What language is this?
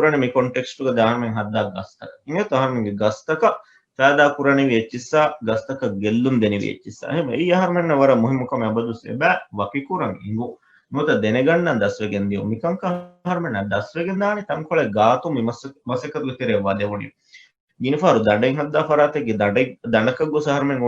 Divehi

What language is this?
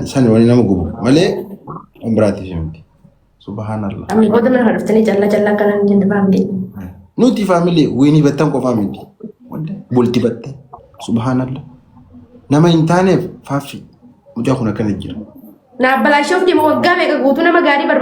Oromo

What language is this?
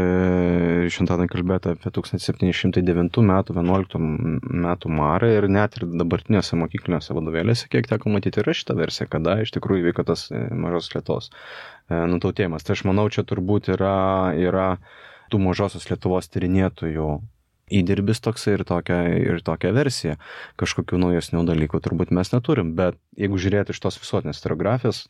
Lithuanian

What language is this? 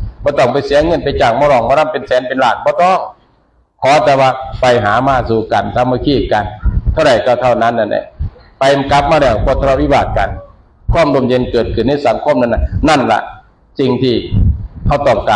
Northeastern Thai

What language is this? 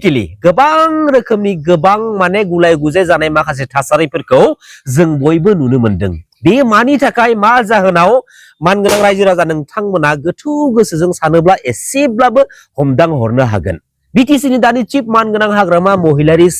Bodo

